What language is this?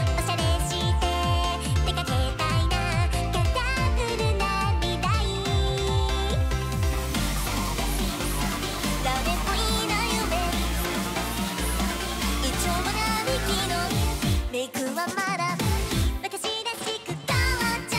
Japanese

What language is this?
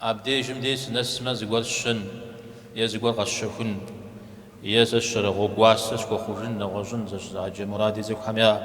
Kabardian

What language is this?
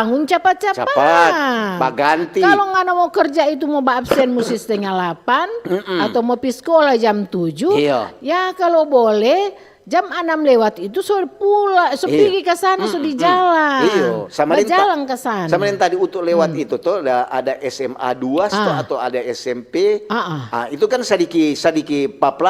Manado Malay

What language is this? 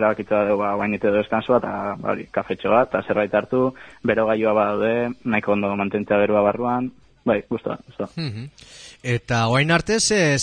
Basque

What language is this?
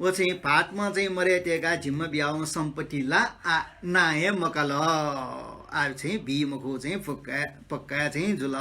Newari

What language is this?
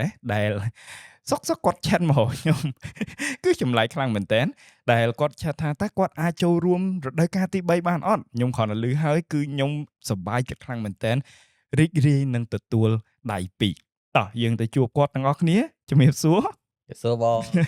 Khmer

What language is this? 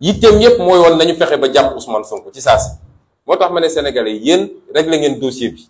Wolof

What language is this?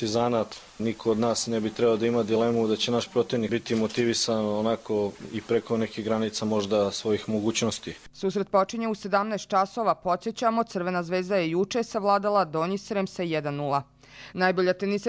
Bosnian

